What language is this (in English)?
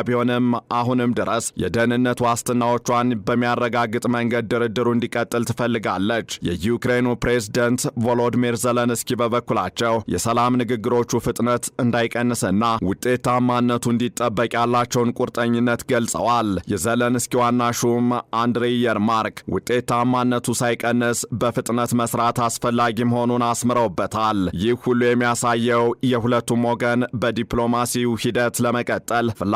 Amharic